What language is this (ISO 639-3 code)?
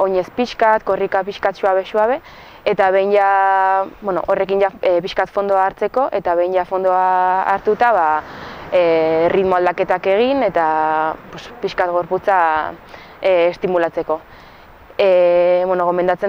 eus